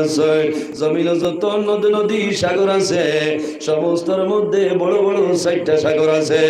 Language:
Sylheti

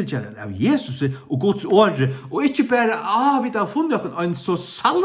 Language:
Faroese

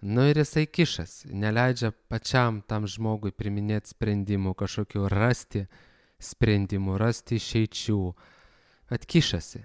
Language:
Lithuanian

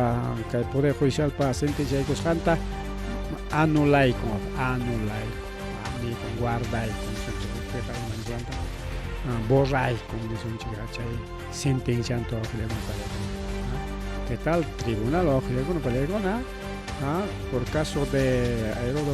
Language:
Ayacucho Quechua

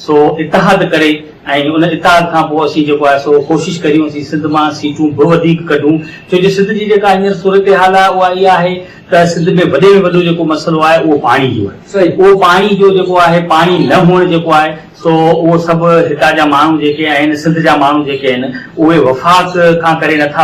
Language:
Sindhi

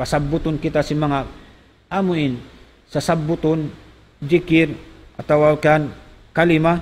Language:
Tausug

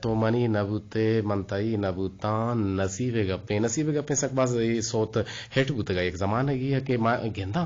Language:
Eastern Balochi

